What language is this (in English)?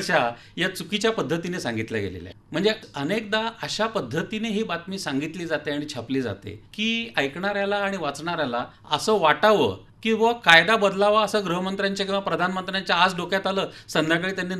Marathi